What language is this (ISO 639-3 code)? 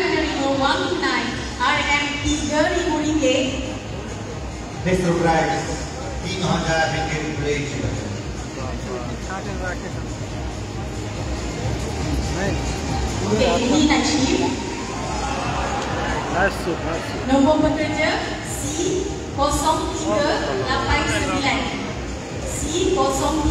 msa